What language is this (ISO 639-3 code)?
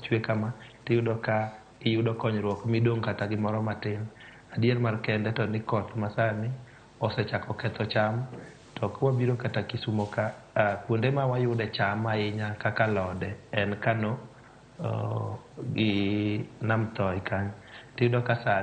luo